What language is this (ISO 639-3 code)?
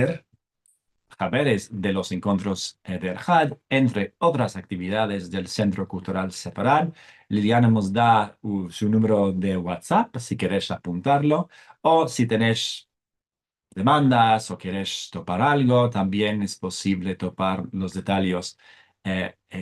lad